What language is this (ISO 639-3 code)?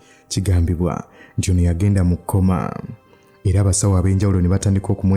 lug